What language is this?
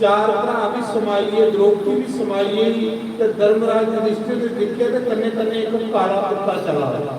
Dogri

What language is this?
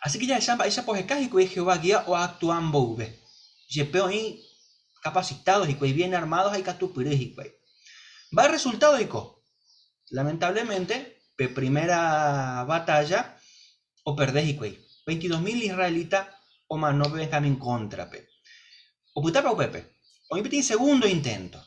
Guarani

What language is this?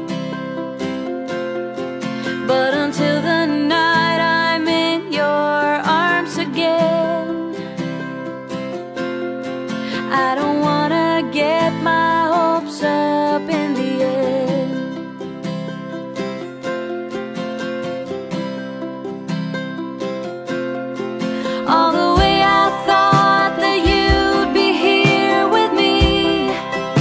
English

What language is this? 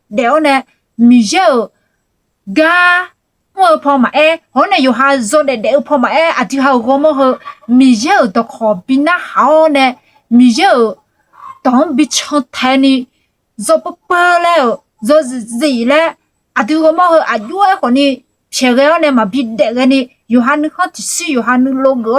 Akha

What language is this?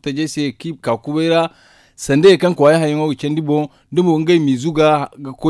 Zarma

